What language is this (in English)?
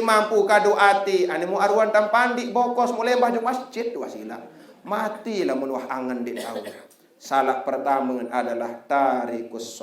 Sasak